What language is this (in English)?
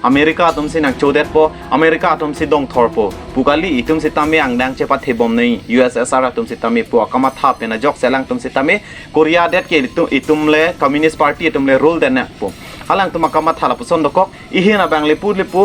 Karbi